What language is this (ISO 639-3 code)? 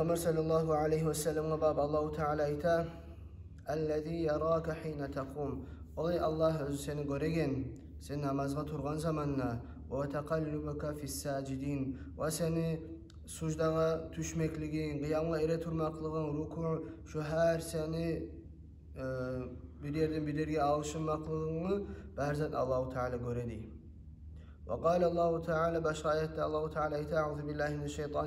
kum